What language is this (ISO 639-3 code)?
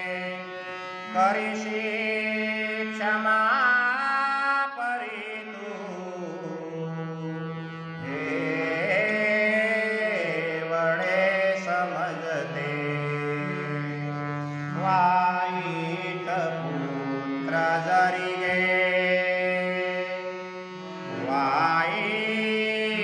mar